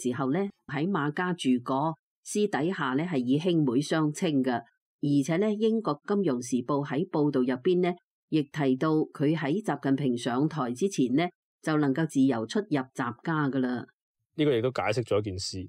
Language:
Cantonese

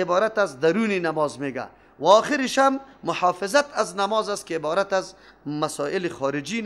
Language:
Persian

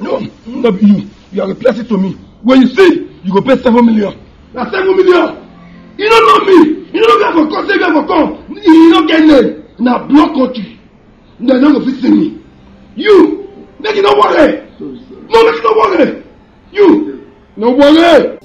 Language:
Nigerian Pidgin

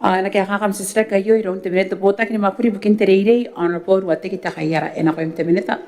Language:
Gilbertese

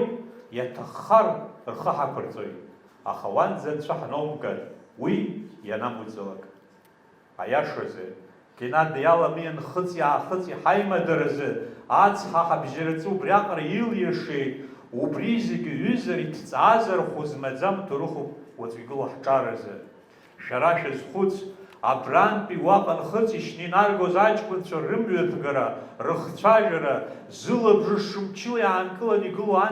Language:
Abkhazian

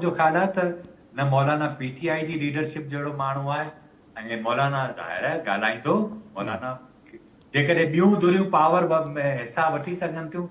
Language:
Sindhi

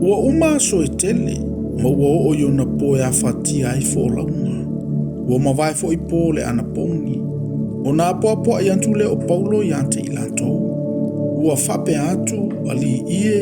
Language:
Samoan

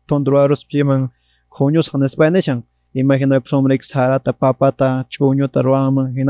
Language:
Quechua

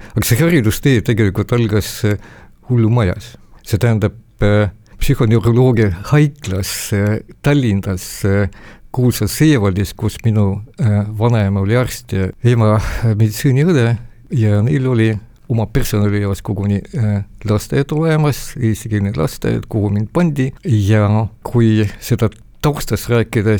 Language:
Estonian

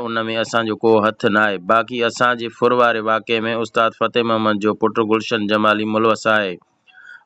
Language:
Sindhi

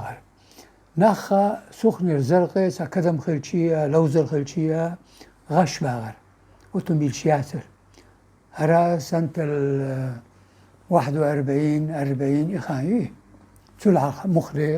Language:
Chechen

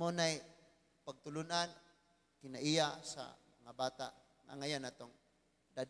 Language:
Cebuano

